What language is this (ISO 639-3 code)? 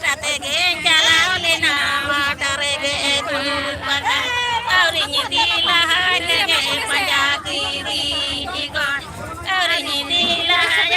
sat